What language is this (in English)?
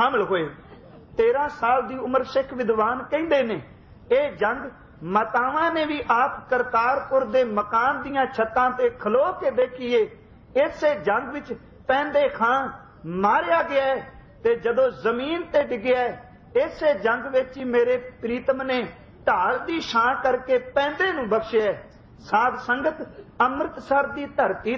Punjabi